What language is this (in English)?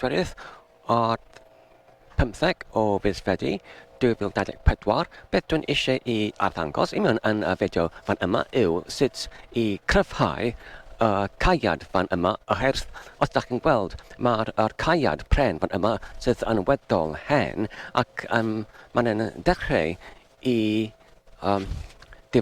Welsh